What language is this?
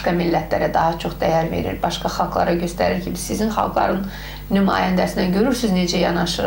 Azerbaijani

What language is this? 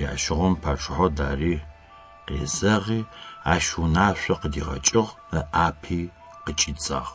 Adyghe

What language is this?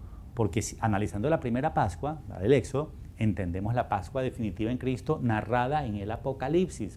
Spanish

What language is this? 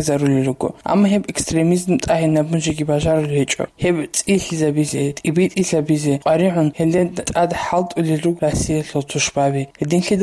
Avaric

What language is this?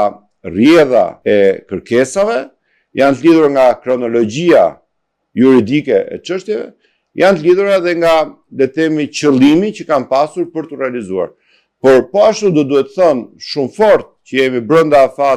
Albanian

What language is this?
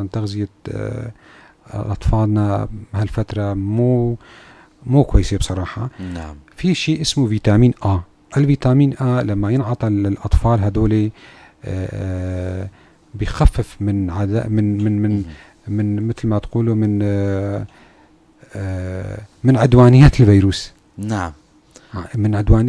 North Levantine Arabic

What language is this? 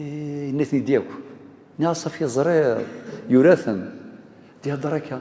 Kabyle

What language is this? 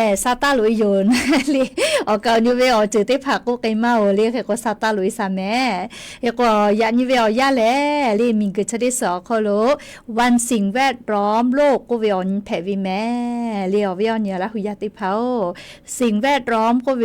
Lahu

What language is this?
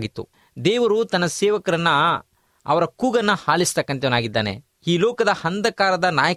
Kannada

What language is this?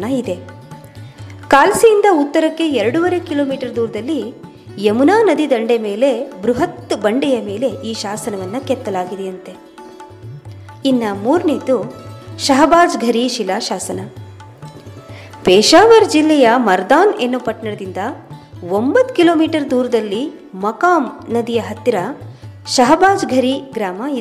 Kannada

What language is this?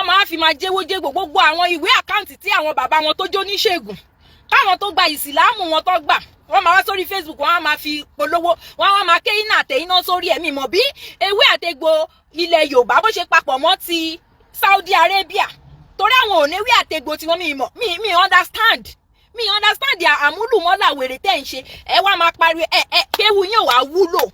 Yoruba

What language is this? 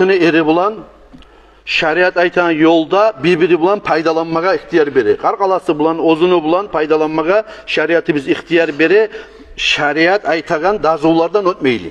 Kumyk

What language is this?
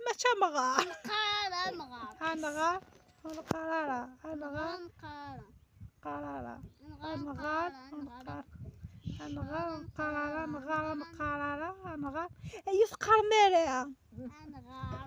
Kabyle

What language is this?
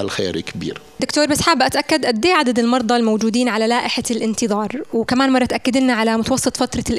North Levantine Arabic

